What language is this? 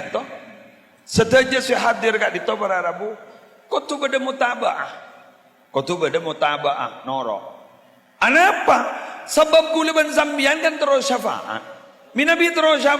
Madurese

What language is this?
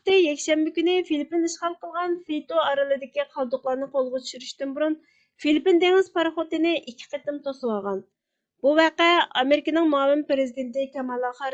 Uyghur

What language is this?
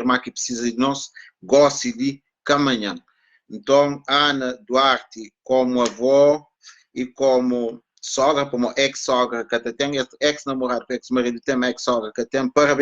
Kabuverdianu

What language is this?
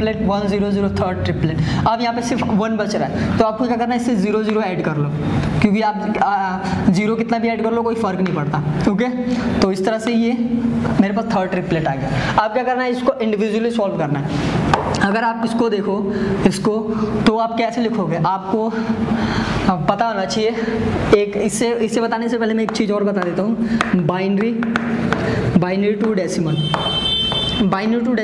Hindi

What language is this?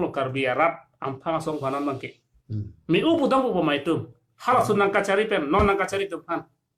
Karbi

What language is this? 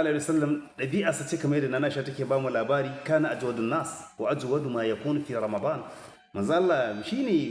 Hausa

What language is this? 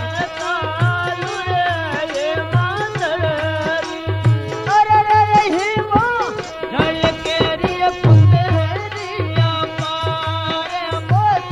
Bhojpuri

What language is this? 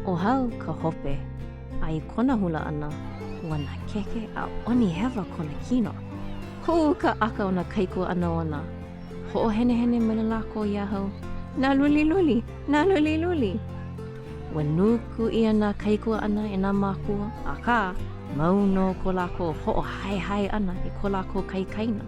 Hawaiian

